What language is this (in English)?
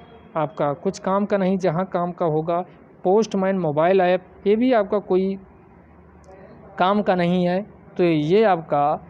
Hindi